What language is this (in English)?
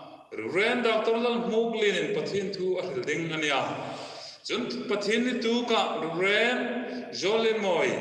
Hmar